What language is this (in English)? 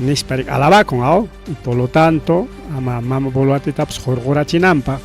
Ayacucho Quechua